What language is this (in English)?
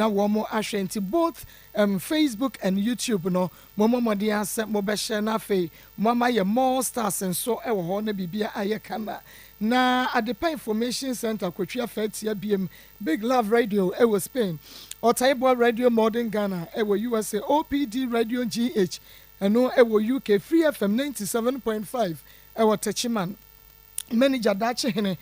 Akan